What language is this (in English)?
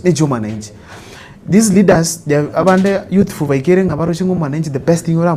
Gusii